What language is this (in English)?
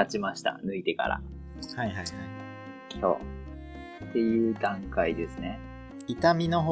Japanese